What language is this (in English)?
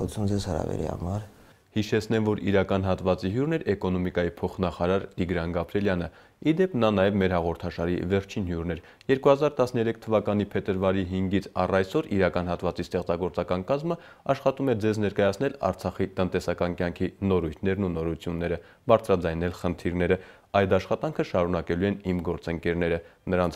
Armenian